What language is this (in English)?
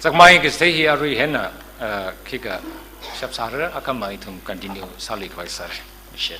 Tangkhul Naga (India)